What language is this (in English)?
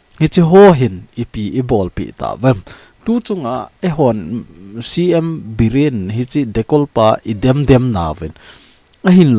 Thado Chin